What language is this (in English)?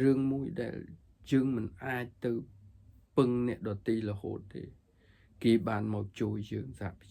Khmer